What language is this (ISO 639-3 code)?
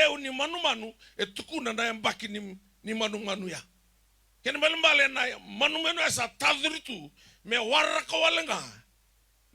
fij